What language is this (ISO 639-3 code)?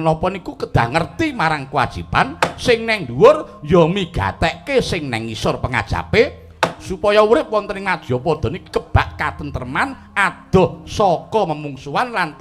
jav